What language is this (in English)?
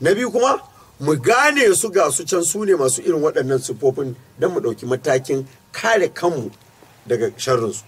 Hausa